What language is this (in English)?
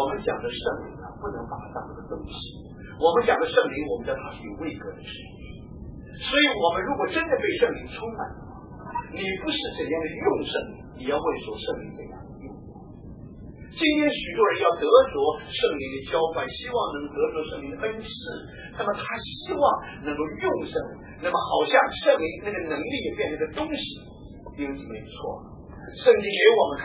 Chinese